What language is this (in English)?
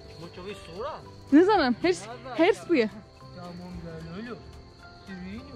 Kurdish